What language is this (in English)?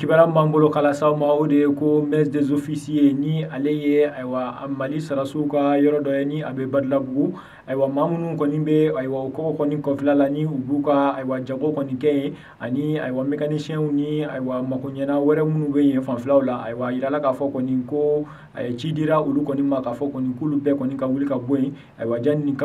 Bambara